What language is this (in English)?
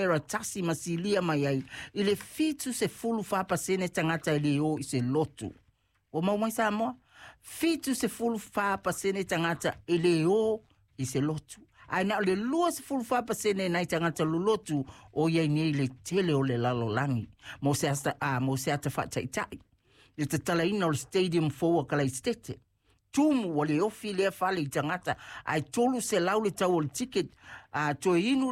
Samoan